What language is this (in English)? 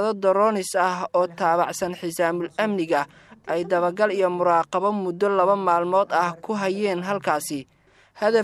Somali